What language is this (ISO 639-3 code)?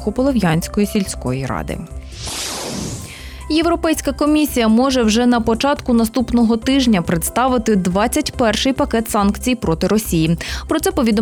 ukr